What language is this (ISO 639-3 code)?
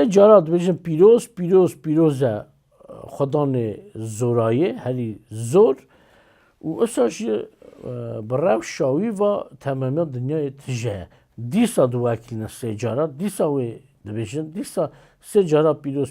kur